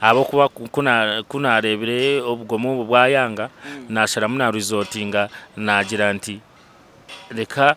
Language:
Nyankole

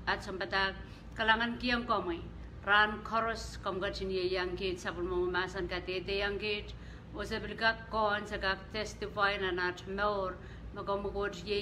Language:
Pohnpeian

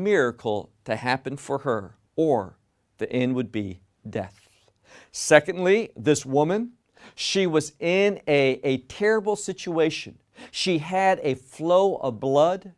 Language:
English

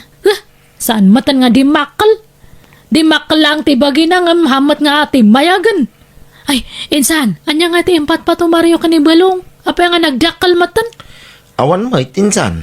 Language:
Iloko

